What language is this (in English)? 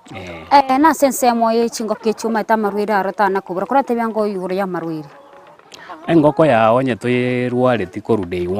Gusii